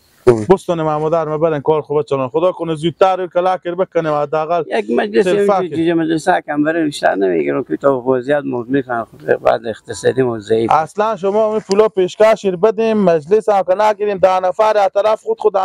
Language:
Persian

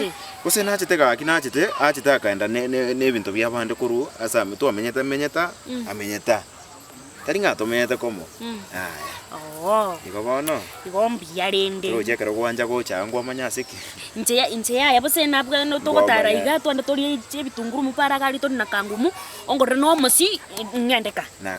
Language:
Gusii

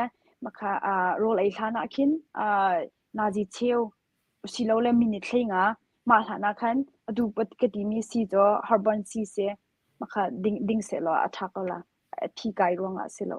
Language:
Hakha Chin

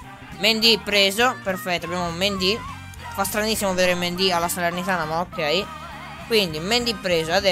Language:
Italian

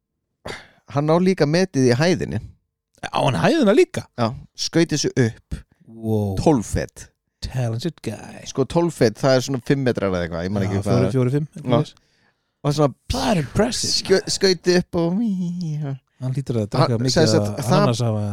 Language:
Icelandic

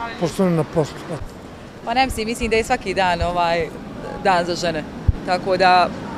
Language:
Bosnian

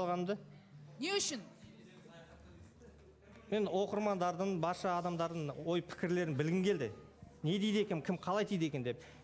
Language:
Kazakh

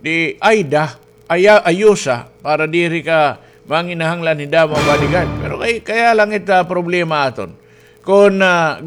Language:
Waray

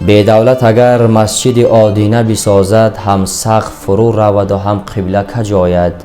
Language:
Tajik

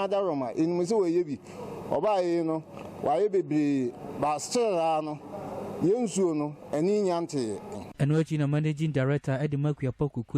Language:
Akan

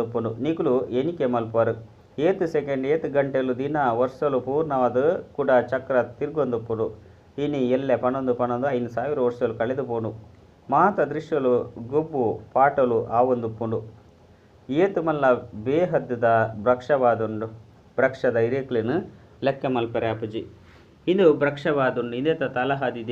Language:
Tulu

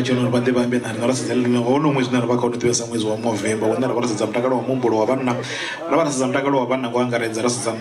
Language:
Venda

